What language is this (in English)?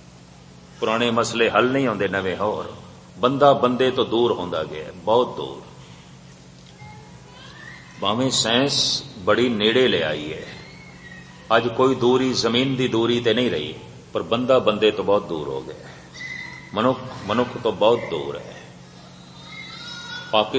Punjabi